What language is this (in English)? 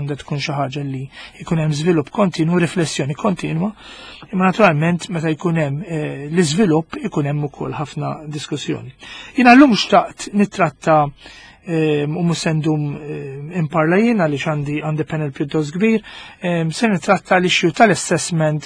Maltese